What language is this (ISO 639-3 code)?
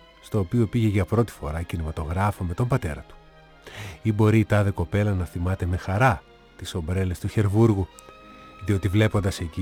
ell